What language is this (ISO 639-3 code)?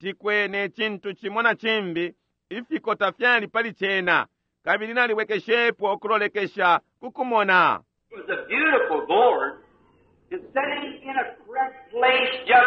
bem